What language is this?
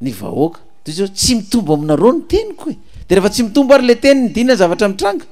Malagasy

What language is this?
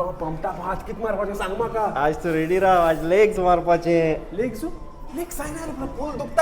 Konkani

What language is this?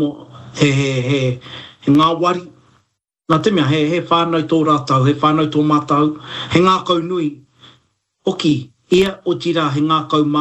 Māori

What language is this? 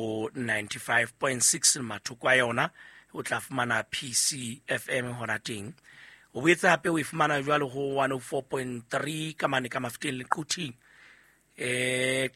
Southern Sotho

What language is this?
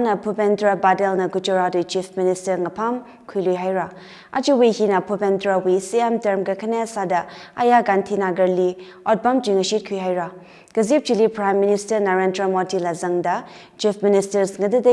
Tangkhul Naga (India)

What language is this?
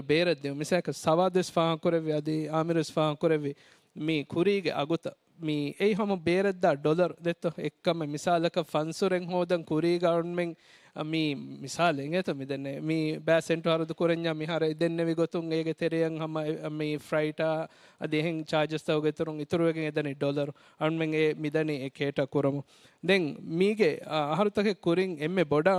Divehi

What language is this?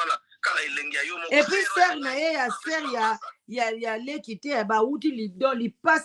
Lingala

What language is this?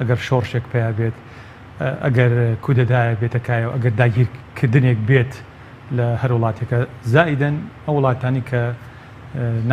Central Kurdish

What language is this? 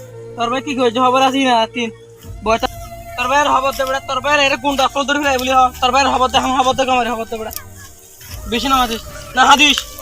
Rohingya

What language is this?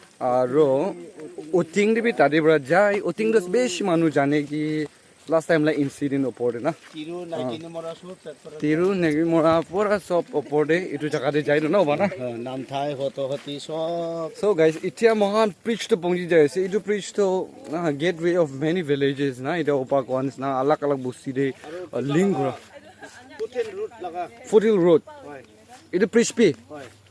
Naga Pidgin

